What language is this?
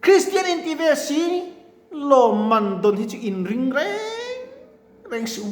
Mizo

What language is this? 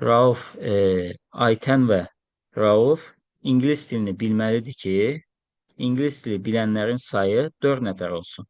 Azerbaijani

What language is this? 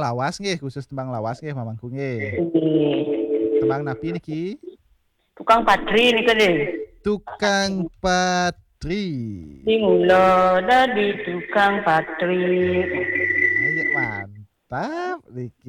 Balinese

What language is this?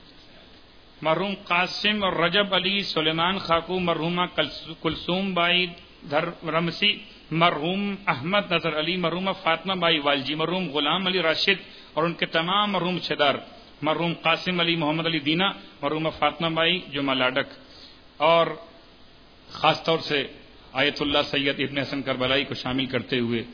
Urdu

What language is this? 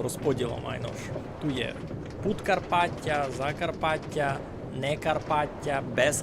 Rusyn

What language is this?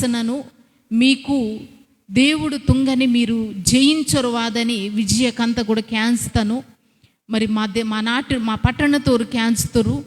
Koya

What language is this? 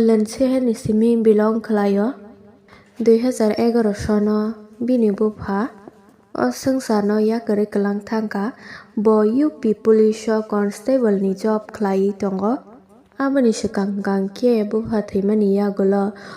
Kok Borok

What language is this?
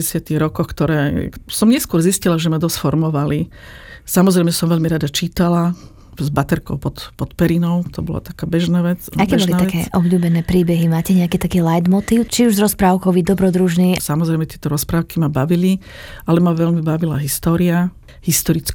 Slovak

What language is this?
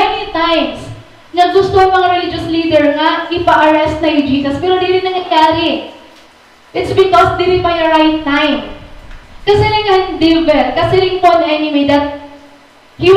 Waray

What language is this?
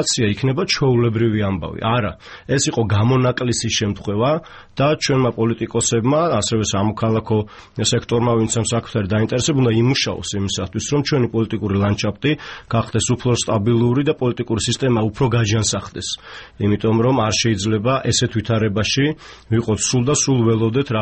Georgian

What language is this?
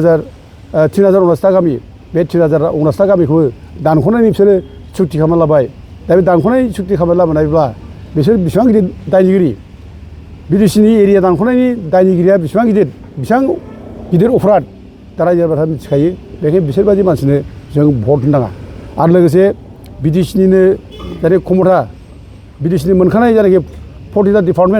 Bodo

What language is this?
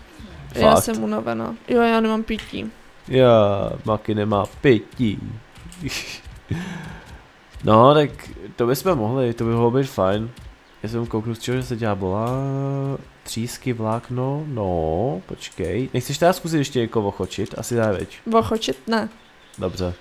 Czech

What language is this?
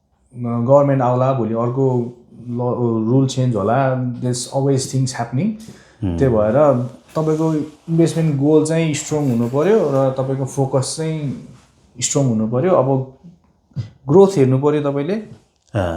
Nepali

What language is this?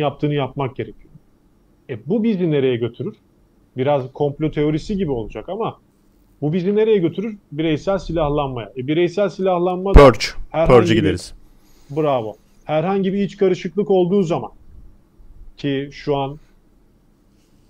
Turkish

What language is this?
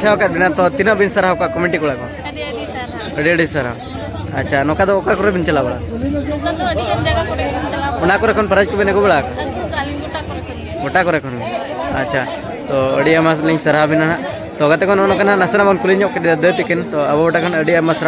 Santali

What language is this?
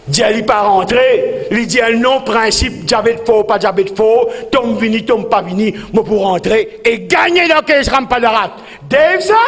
Morisyen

